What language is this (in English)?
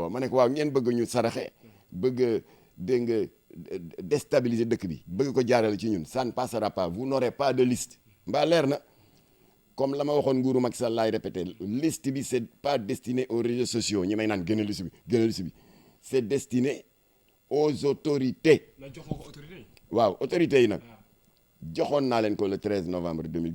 Wolof